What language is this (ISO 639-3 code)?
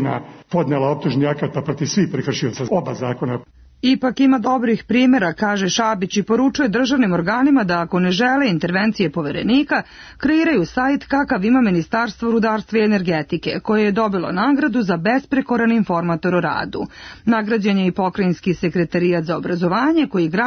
srp